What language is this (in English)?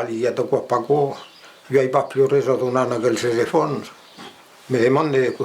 Occitan